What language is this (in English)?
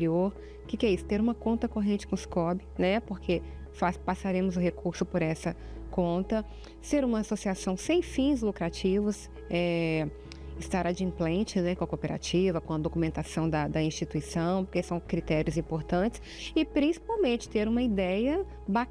Portuguese